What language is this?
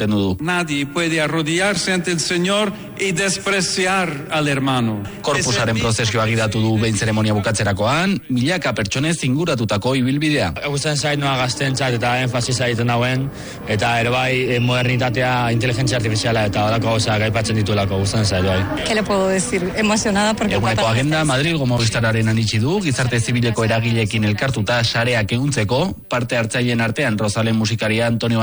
Basque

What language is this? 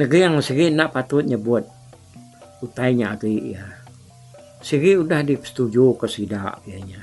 Iban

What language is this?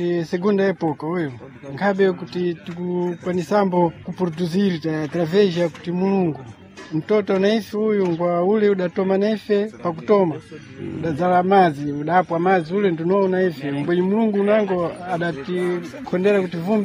Sena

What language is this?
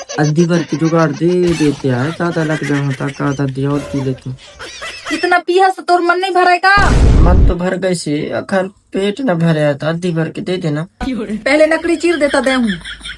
Chhattisgarhi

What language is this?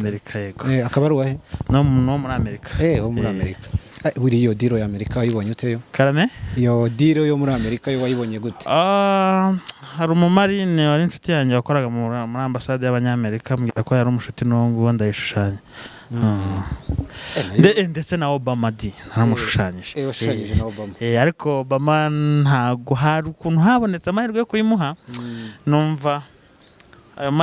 Kinyarwanda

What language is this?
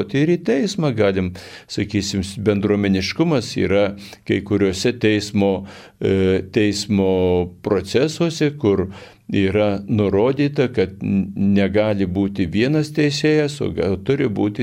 Lithuanian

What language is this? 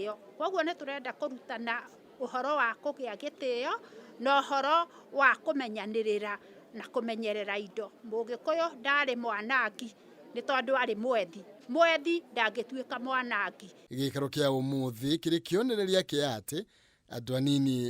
Kikuyu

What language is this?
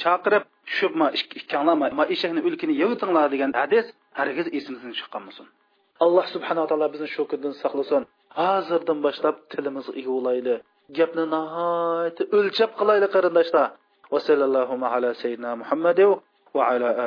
Uyghur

